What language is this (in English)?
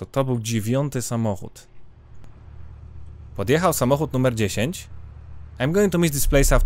Polish